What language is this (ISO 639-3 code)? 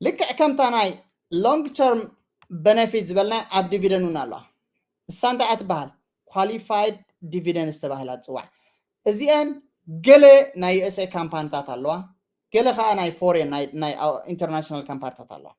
tir